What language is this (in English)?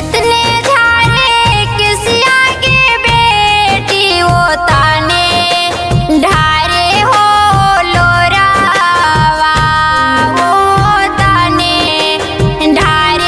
Bhojpuri